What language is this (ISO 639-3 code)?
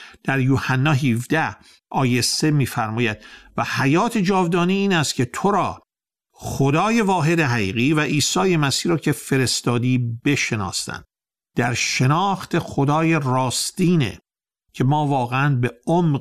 fas